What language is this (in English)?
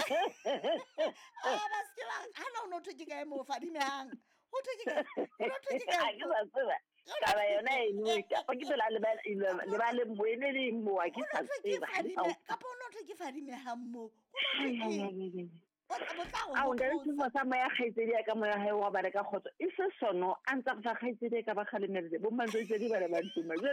Southern Sotho